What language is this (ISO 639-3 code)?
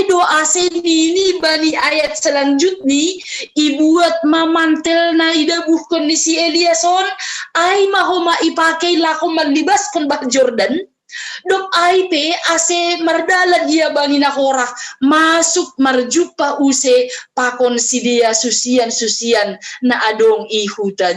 bts